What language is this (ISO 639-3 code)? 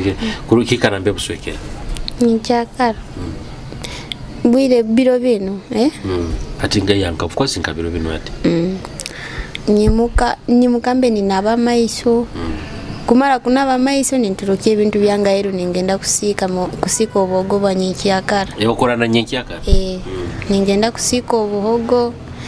nyo